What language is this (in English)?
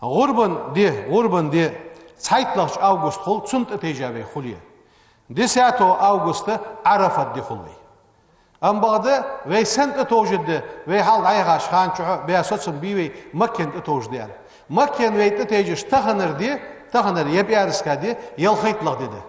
Ingush